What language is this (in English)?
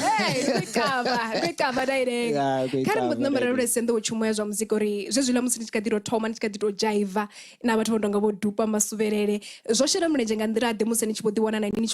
Venda